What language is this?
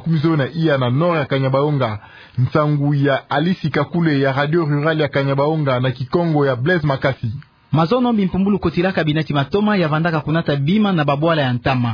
Kituba (Democratic Republic of Congo)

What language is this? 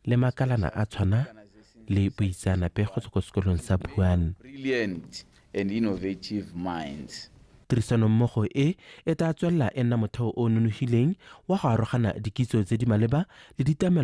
Tswana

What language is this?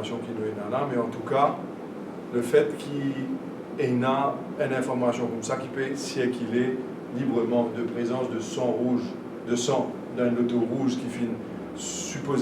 Morisyen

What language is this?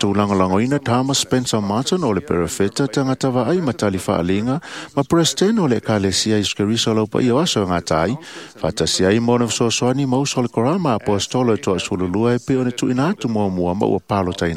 Samoan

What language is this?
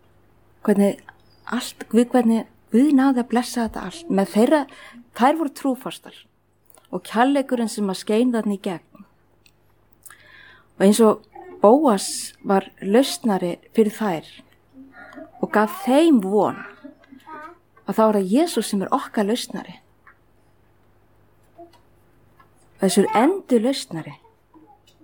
Icelandic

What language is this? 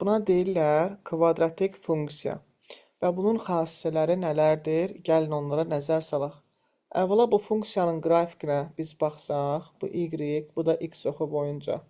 Azerbaijani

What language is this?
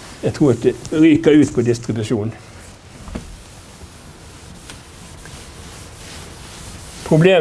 Norwegian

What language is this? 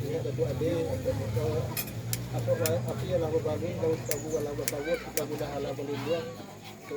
Minangkabau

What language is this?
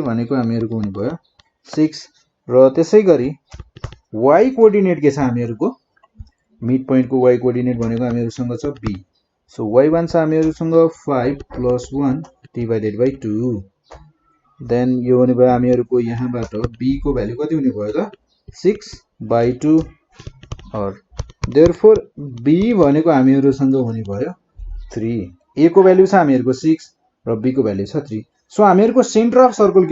Nepali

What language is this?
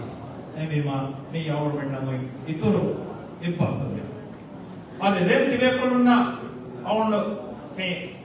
Divehi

